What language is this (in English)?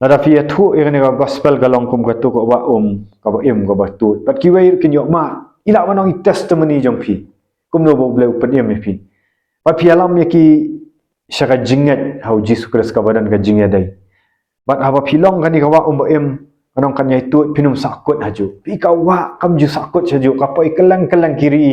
Khasi